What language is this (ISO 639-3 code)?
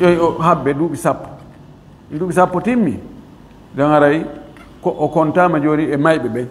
ful